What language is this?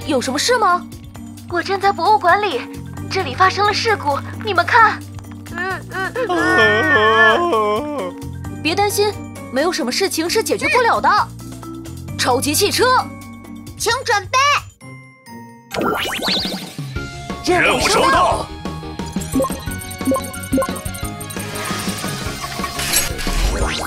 Chinese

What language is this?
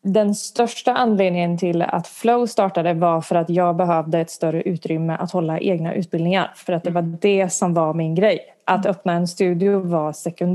Swedish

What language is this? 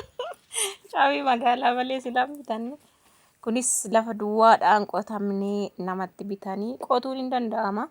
Oromo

